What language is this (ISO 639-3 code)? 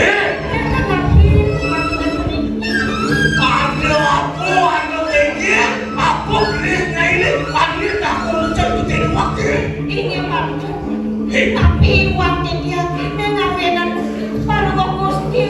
ban